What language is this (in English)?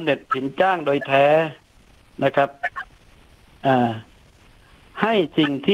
Thai